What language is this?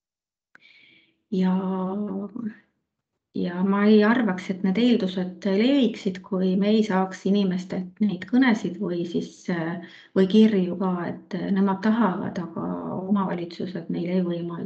Estonian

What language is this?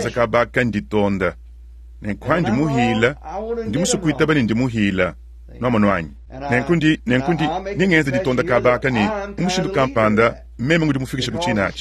Luba-Lulua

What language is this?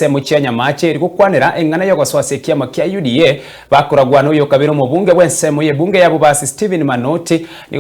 Gusii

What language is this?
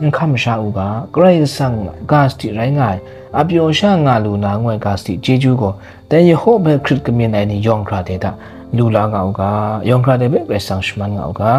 Kachin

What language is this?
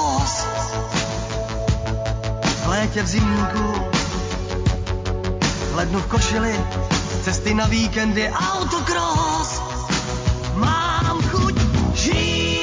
Czech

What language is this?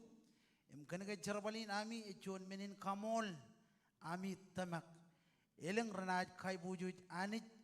Marshallese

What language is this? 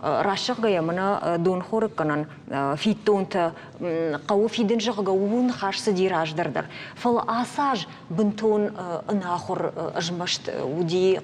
Ossetic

